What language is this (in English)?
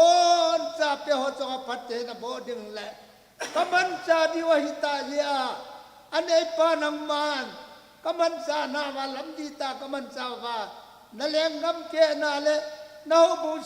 Thado Chin